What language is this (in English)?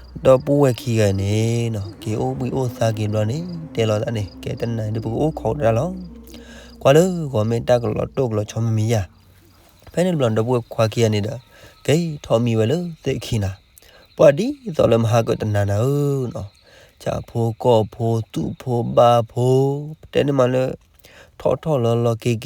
S'gaw Karen